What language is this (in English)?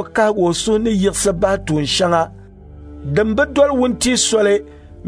Dagbani